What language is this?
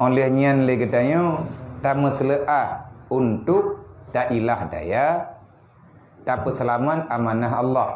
Achinese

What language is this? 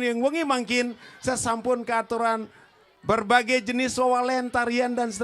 Balinese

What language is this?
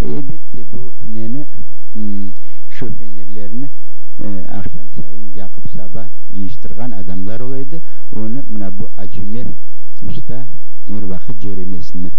Crimean Tatar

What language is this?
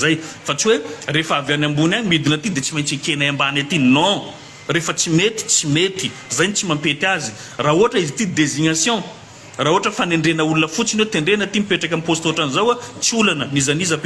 Malagasy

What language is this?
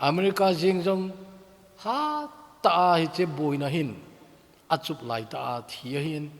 Thado Chin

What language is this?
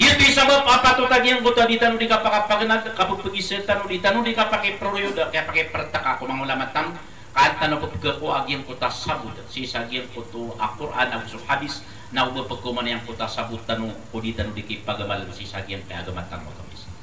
Maranao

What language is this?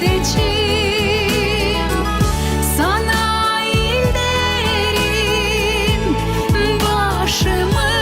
Gagauz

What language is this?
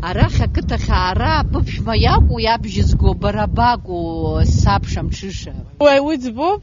Abkhazian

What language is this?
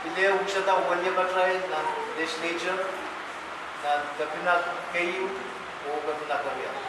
Pohnpeian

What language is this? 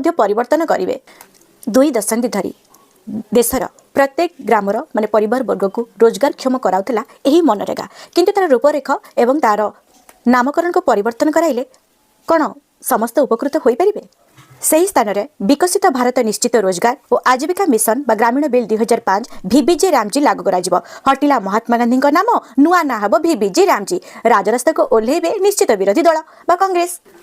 Odia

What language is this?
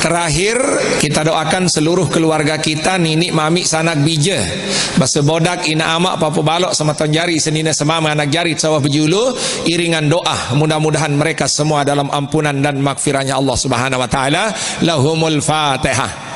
Sasak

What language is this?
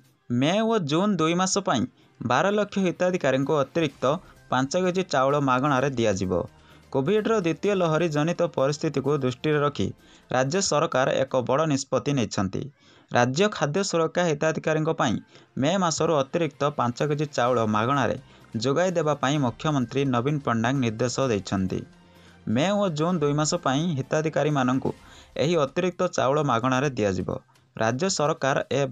Odia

